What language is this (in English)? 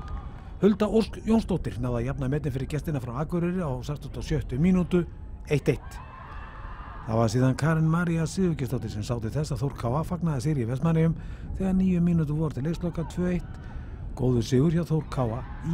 Icelandic